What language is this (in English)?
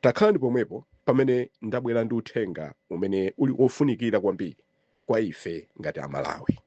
Nyanja